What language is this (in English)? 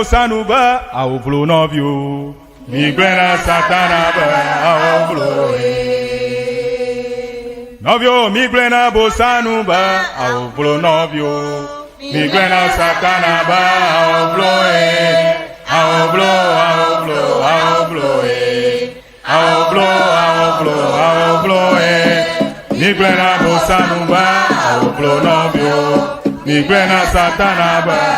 Ewe